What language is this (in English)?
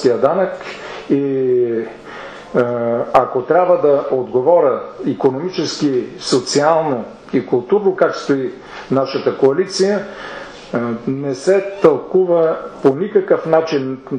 Bulgarian